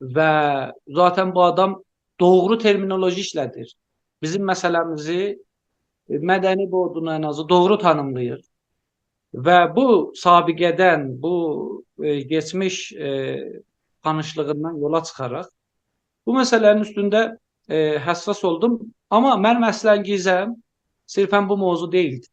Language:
South Azerbaijani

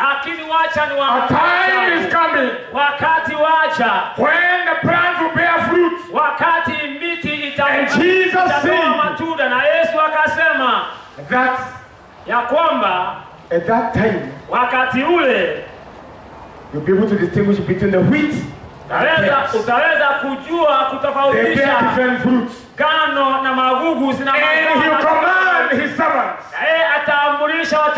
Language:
Swahili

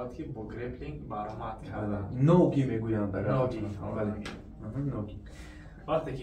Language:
Tajik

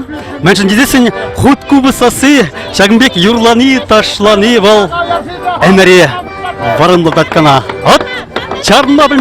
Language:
Chuvash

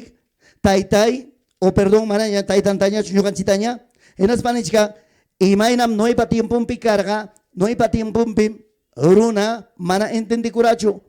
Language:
Ayacucho Quechua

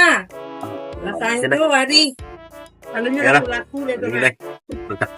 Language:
Minangkabau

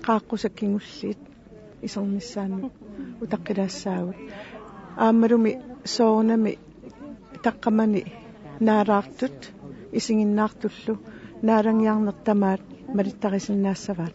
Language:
Kalaallisut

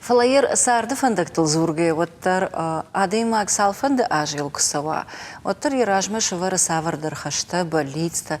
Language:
Ossetic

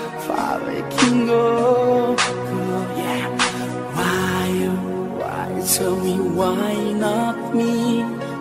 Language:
English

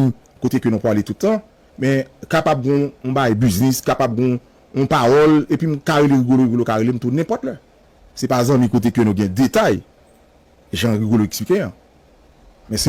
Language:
Haitian Creole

